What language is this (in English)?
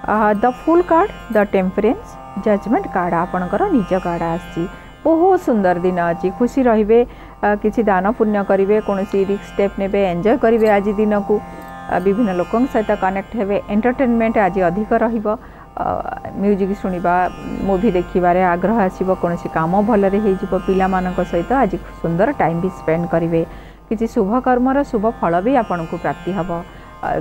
Odia